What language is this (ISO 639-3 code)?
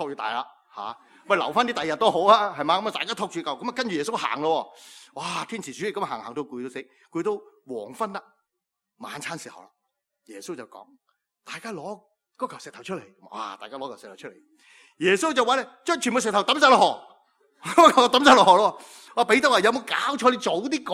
yue